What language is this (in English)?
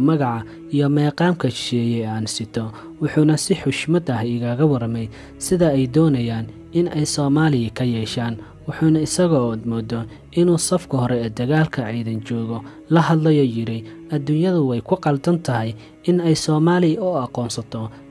Somali